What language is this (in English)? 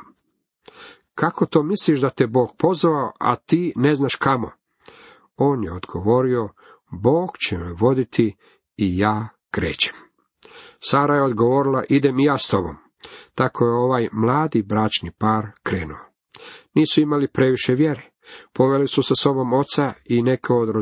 Croatian